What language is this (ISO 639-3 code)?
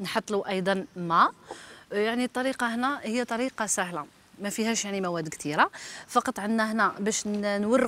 arq